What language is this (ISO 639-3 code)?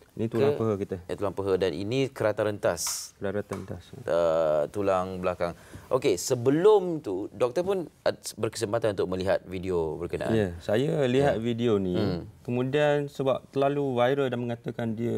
msa